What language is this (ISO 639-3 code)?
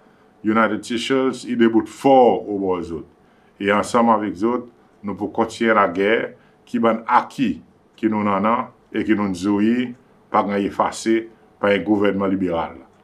crs